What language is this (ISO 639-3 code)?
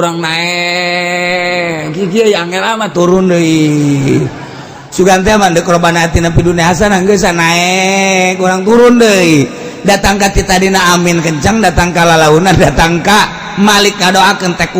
sun